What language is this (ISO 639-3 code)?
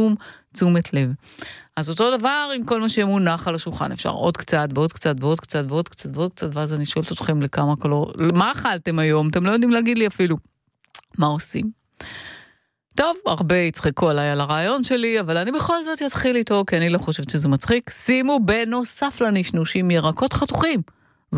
heb